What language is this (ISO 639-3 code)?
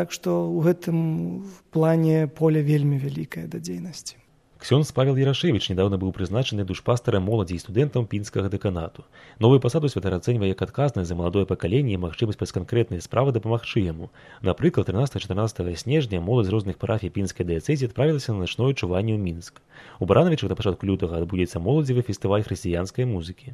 bel